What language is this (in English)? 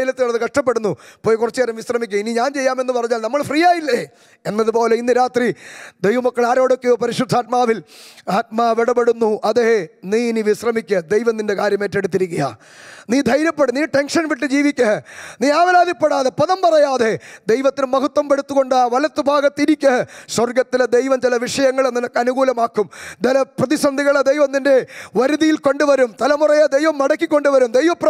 Malayalam